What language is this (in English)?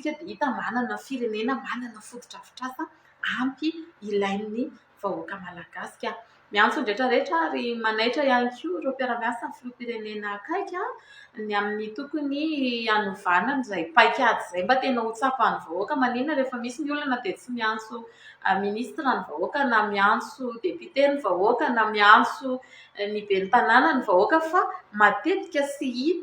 Malagasy